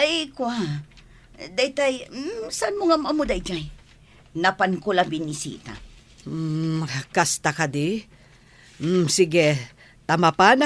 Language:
Iloko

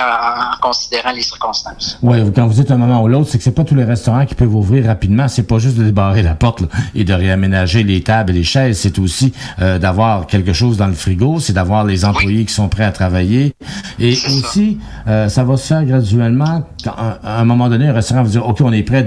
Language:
French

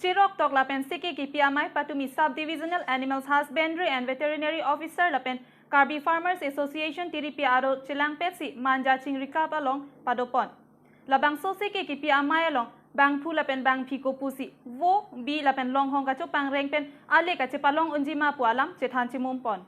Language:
Karbi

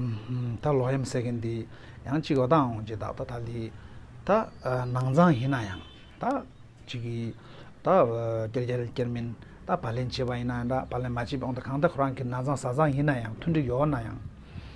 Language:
Tibetan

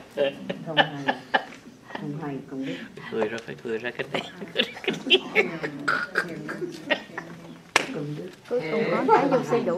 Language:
Vietnamese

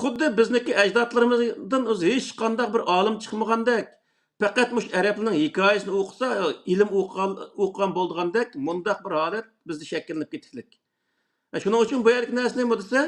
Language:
Uyghur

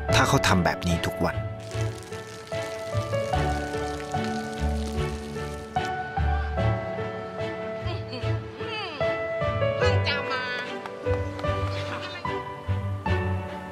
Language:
Thai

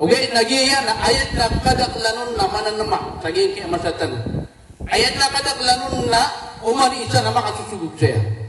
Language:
Maranao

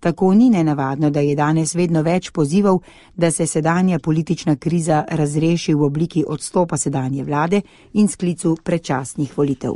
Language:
Slovenian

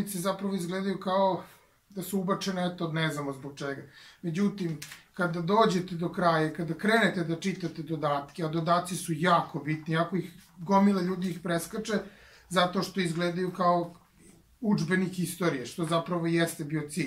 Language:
Serbian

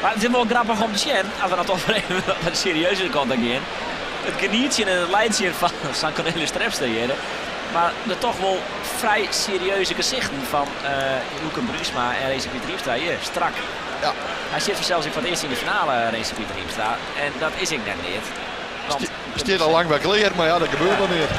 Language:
Western Frisian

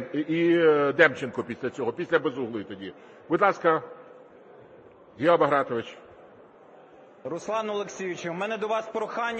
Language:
Ukrainian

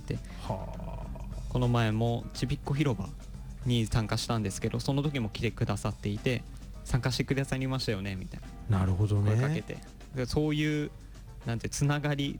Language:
Japanese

